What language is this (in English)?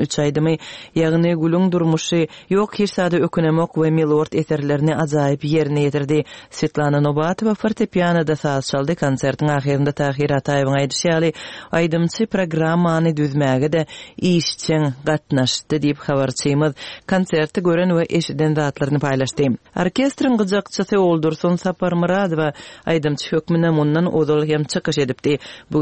Turkmen